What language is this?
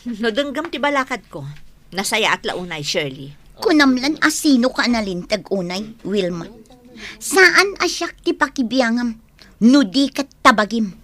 Iloko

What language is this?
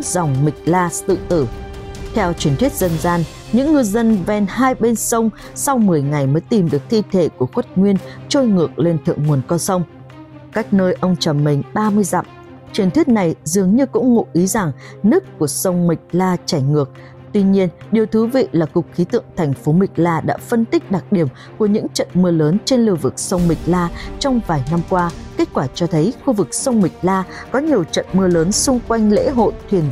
Vietnamese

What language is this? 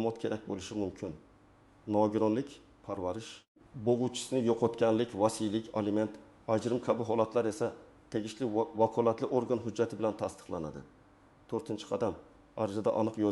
Uzbek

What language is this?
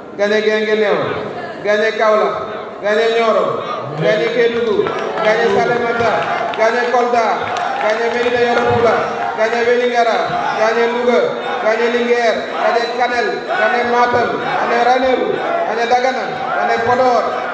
Wolof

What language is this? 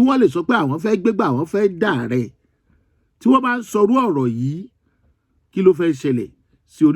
Yoruba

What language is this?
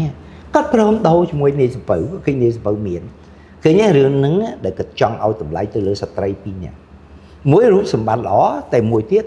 Khmer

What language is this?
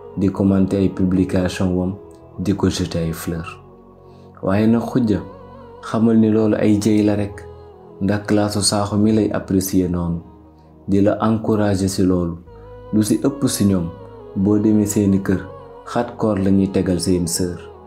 Wolof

